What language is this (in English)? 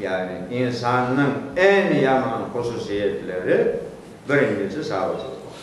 Crimean Tatar